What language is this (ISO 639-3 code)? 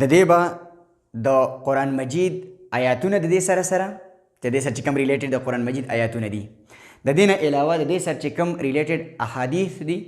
pus